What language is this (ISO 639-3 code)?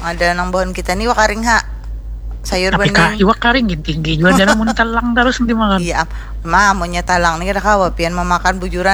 bjn